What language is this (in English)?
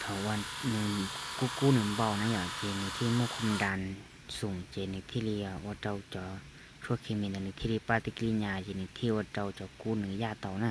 Hmong